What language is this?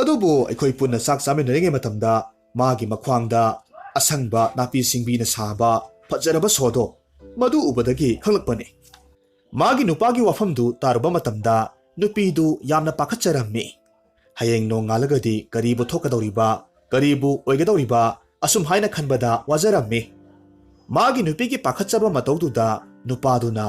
Manipuri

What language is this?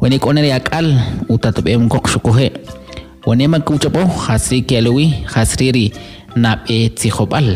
Kʼicheʼ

